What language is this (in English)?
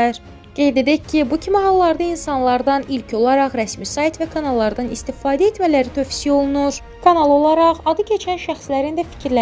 Azerbaijani